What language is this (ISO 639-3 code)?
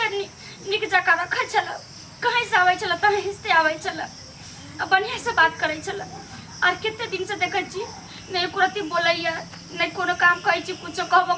mai